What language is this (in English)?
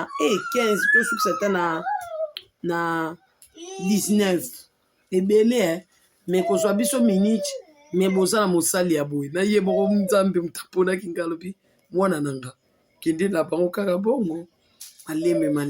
Lingala